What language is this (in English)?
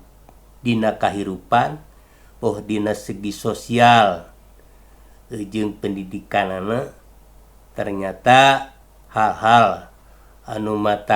Sundanese